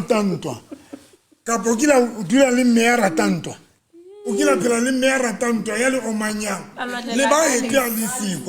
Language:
Southern Sotho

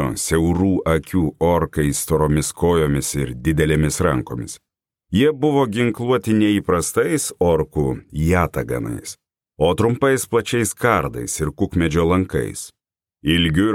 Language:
Lithuanian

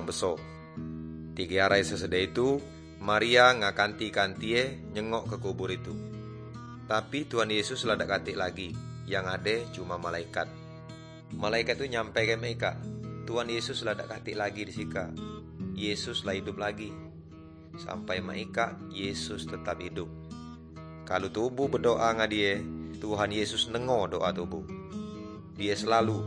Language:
Indonesian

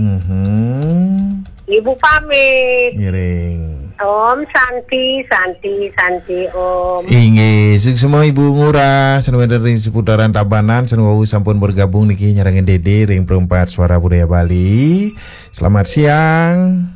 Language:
Balinese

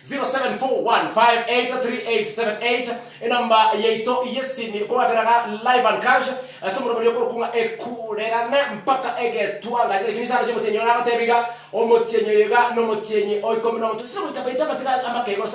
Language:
Gusii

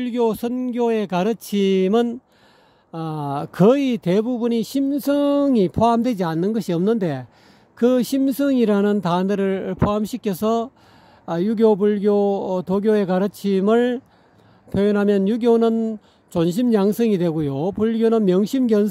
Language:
Korean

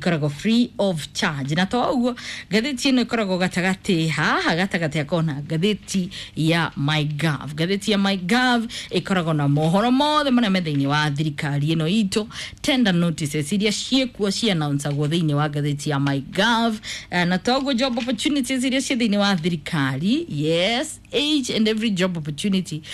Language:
Kikuyu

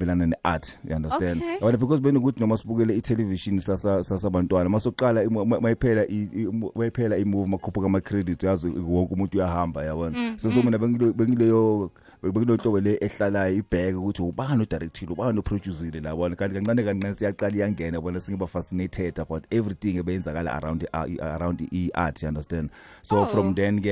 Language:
South Ndebele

